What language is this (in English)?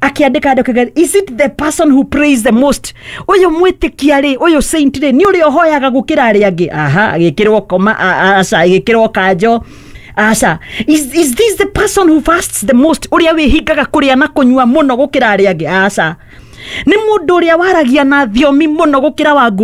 Kikuyu